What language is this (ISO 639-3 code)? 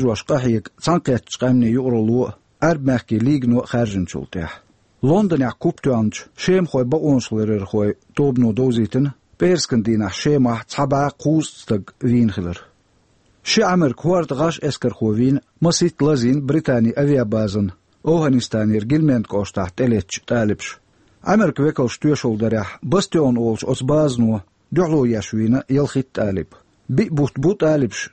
che